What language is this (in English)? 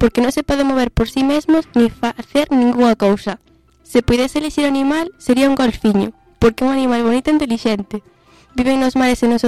Galician